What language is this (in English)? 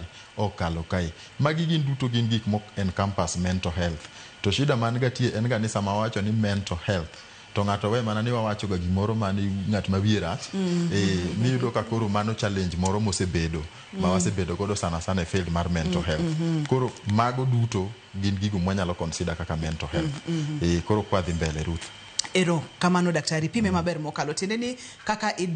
Luo (Kenya and Tanzania)